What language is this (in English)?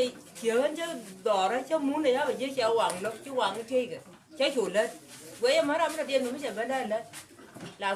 Nuer